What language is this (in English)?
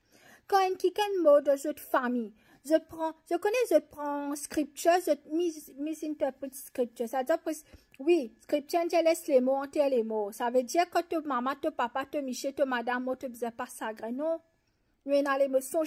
Morisyen